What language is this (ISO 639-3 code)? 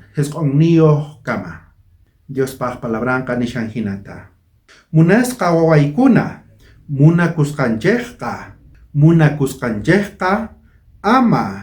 quh